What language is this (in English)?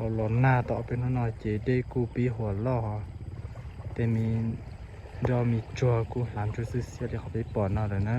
Hmong